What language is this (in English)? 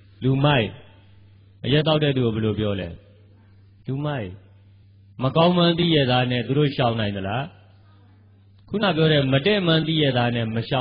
Burmese